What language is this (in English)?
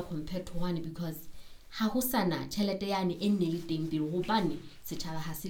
Southern Sotho